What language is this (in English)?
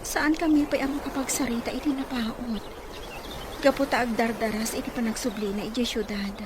Iloko